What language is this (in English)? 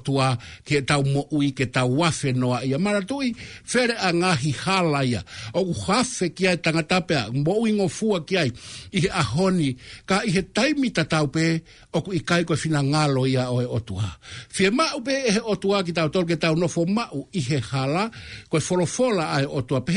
Tongan